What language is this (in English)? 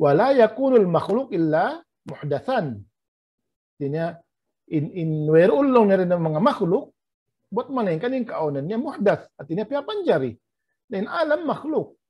Tausug